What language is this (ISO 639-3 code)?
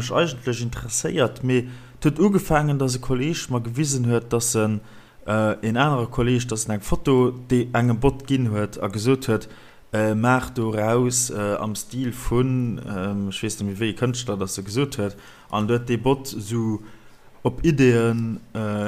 ltz